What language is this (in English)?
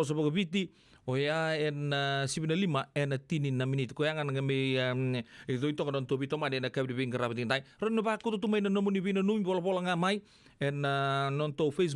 Fijian